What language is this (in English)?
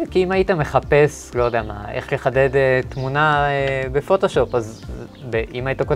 Hebrew